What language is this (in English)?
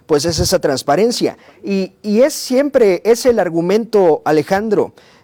Spanish